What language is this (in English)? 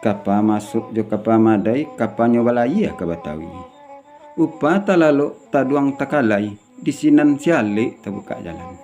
Minangkabau